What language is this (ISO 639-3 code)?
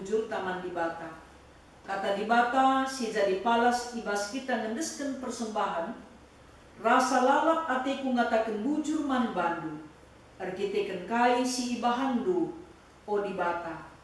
btx